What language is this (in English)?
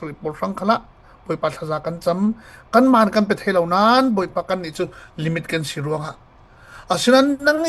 Falam Chin